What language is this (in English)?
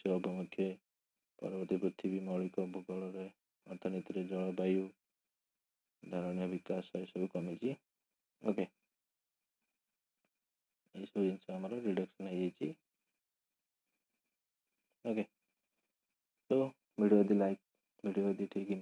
Odia